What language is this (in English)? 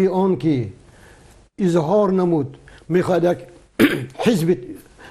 Tajik